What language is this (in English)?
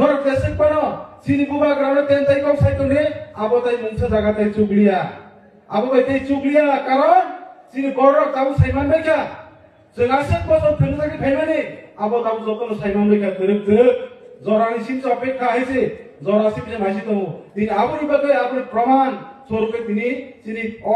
Kok Borok